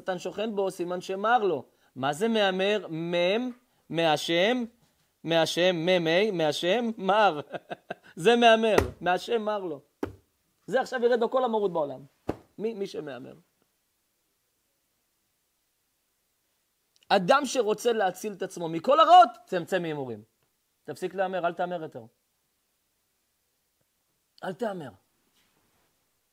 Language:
Hebrew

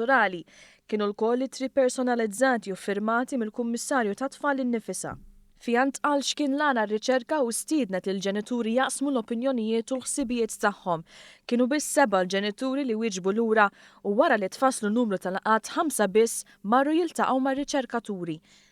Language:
Maltese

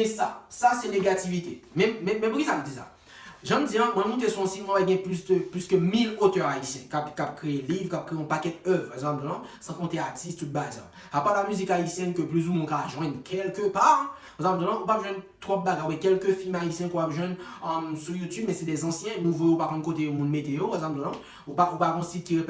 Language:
Haitian Creole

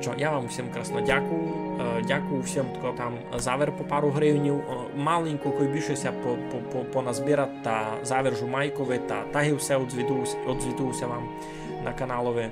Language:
Rusyn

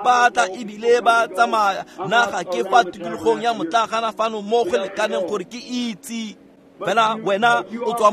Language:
Tswana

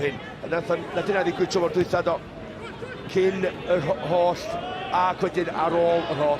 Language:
Welsh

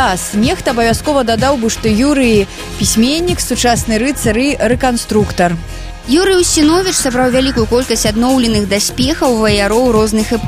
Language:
Belarusian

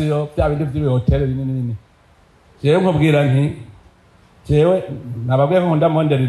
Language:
Rundi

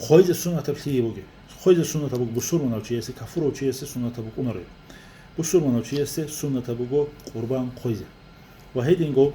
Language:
Avaric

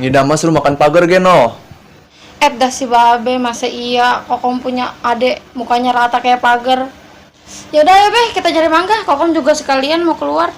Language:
Betawi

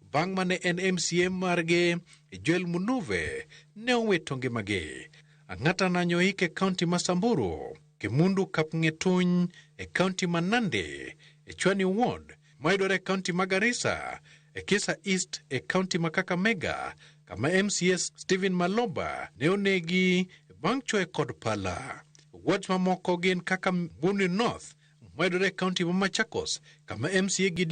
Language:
Luo (Kenya and Tanzania)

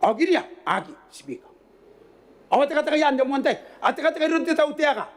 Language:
Gilbertese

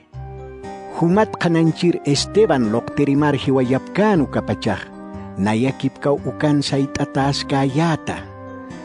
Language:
Aymara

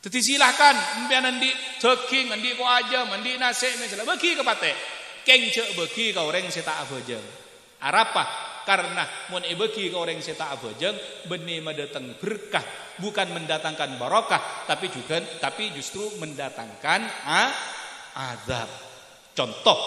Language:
Madurese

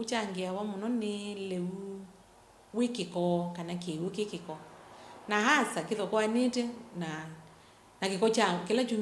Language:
Kamba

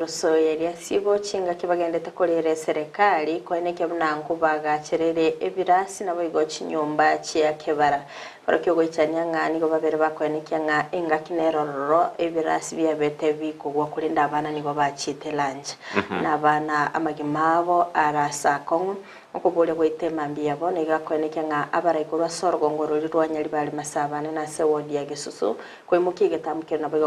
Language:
Gusii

